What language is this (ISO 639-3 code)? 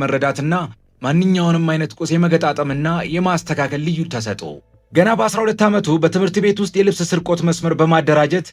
amh